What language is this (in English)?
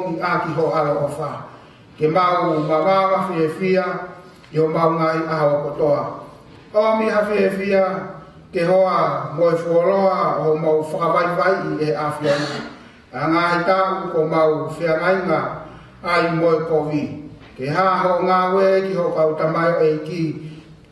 Tongan